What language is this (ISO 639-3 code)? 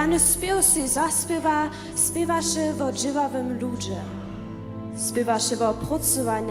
hsb